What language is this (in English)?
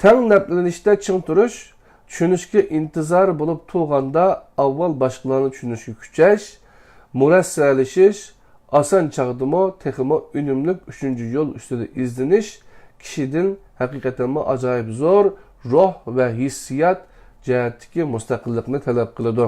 Uyghur